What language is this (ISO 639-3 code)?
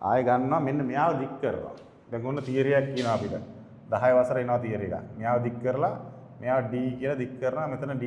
sin